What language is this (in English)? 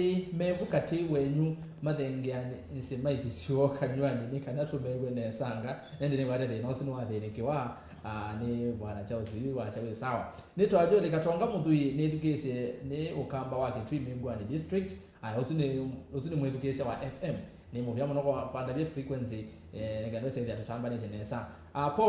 Kamba